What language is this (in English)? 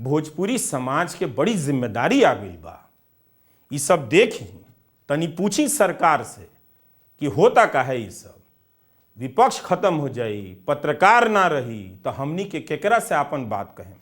Bhojpuri